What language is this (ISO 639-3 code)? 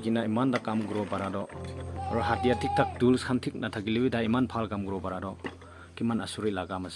nag